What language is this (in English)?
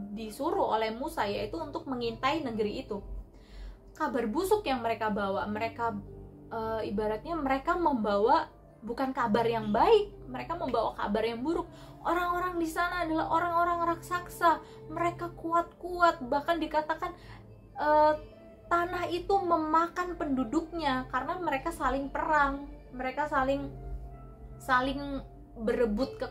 Indonesian